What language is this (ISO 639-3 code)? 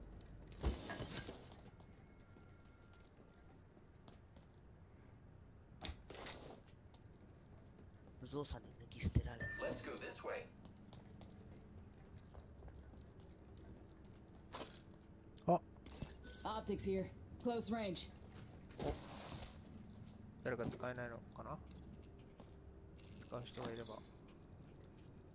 jpn